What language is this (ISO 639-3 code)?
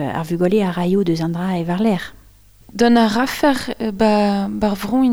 bre